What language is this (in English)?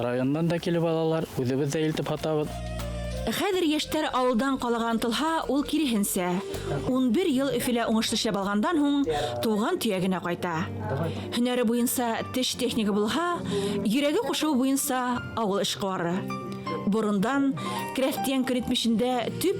Bashkir